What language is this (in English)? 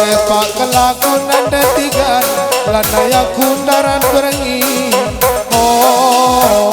Batak Karo